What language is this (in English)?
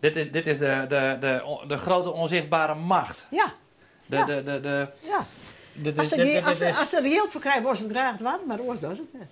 Western Frisian